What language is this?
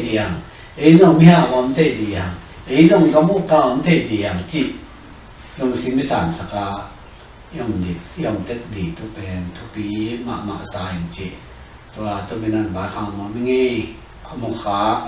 Tedim Chin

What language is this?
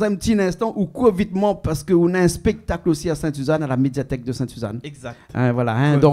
Réunion Creole French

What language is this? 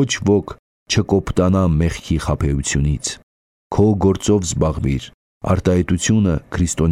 Armenian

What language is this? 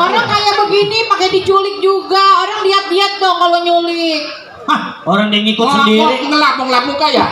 Betawi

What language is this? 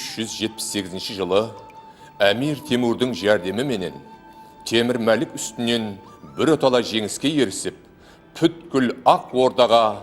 Kara-Kalpak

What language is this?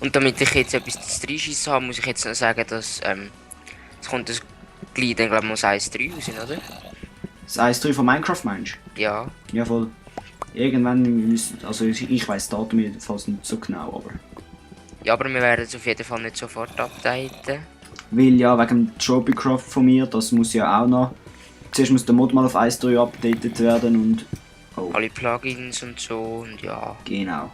Swiss German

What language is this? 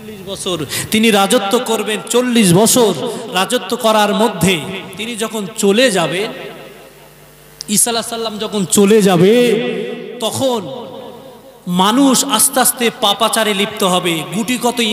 Bangla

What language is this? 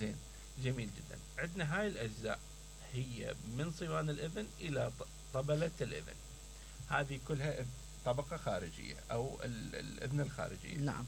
Mesopotamian Arabic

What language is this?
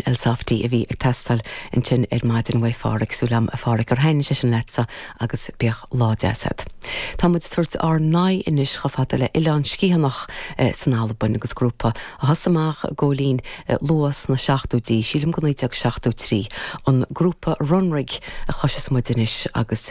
Irish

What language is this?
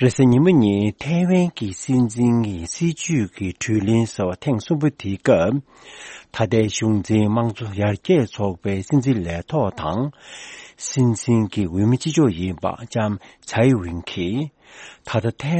Tibetan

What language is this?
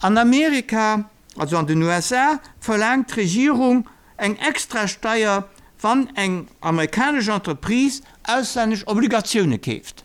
Luxembourgish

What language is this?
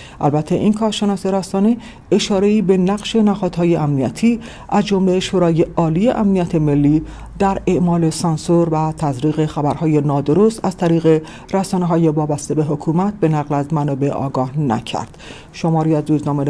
Persian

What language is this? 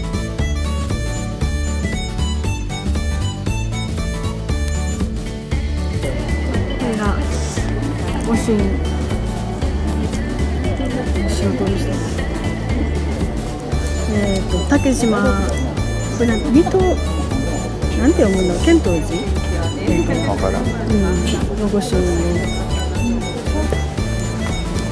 Japanese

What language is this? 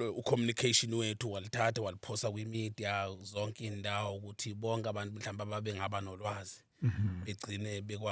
Zulu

